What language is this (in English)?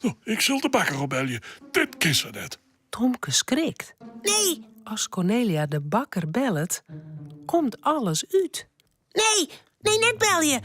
Western Frisian